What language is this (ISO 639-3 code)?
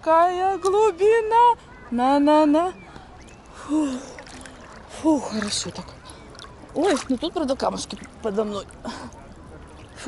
rus